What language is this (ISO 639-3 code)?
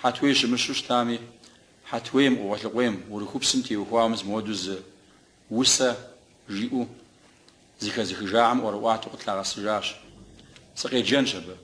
kbd